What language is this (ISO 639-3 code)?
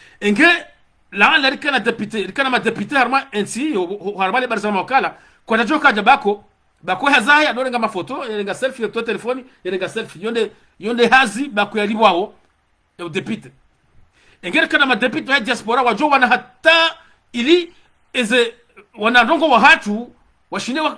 zdj